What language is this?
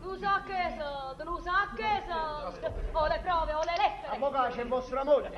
Neapolitan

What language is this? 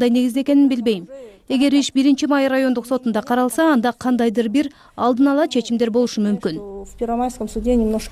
Kyrgyz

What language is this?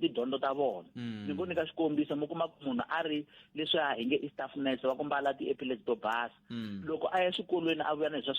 Tsonga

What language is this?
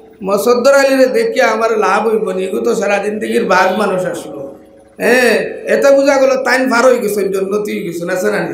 Sylheti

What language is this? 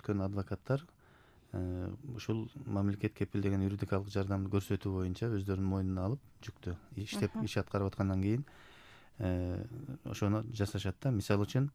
Kyrgyz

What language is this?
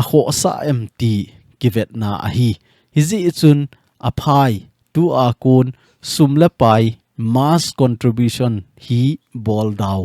Thado Chin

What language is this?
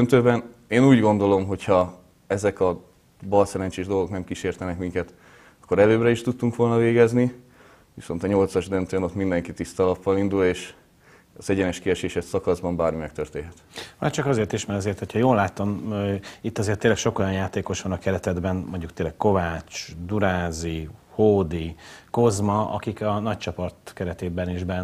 Hungarian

